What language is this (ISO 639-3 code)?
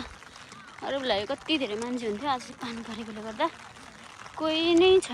nep